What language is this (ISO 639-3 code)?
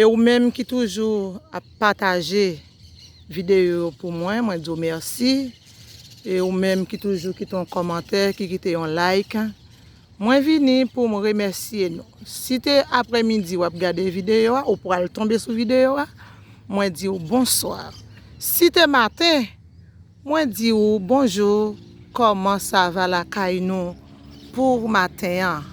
hat